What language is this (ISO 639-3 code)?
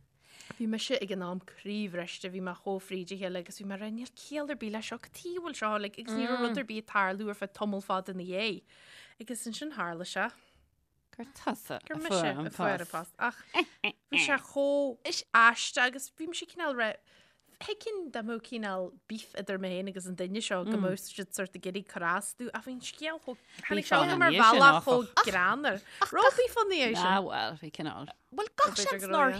gle